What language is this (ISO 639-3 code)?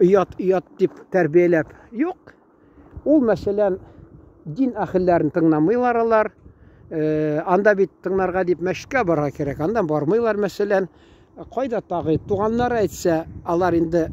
tat